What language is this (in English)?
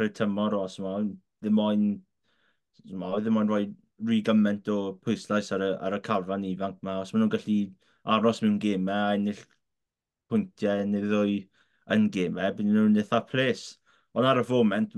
Welsh